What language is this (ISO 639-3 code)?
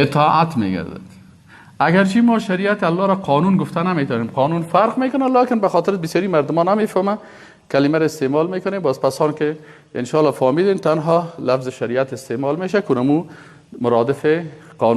fas